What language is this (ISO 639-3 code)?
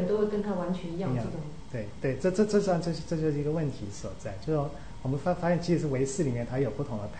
zho